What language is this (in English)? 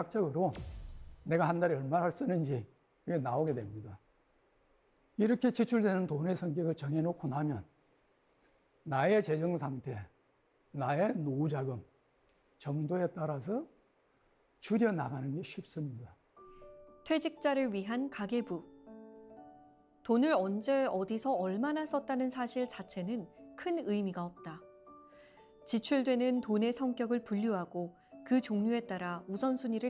Korean